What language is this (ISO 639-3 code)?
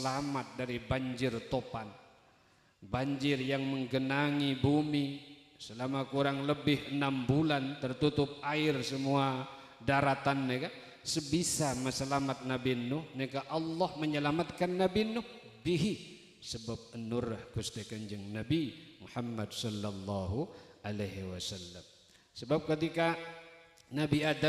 mad